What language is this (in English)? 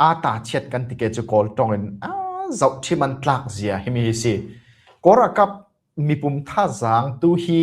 Falam Chin